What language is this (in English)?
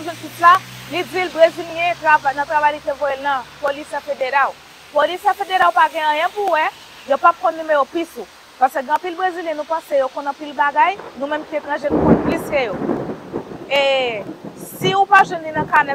Haitian Creole